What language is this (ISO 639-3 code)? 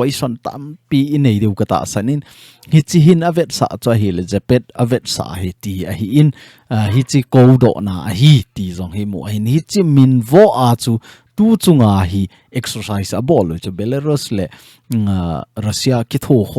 tcz